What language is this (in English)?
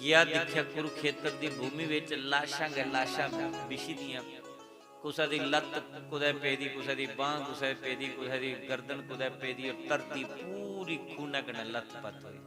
Dogri